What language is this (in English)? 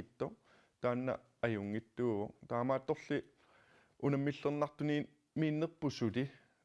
Kalaallisut